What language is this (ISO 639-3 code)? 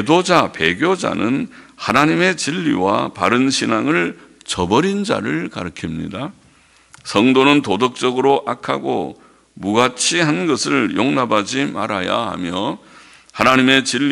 kor